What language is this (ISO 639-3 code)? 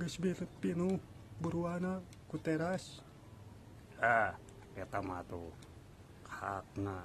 sun